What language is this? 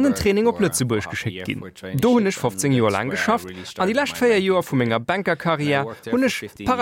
Luxembourgish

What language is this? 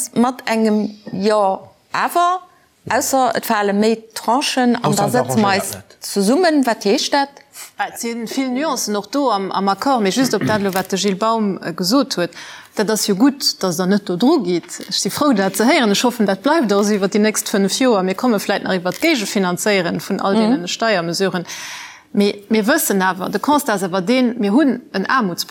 Luxembourgish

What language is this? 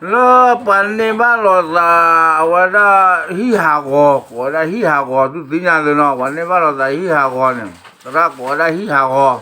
S'gaw Karen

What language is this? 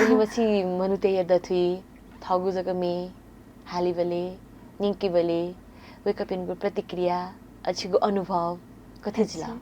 Newari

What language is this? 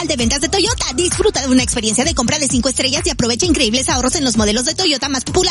Spanish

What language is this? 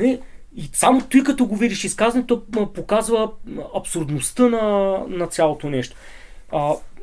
Bulgarian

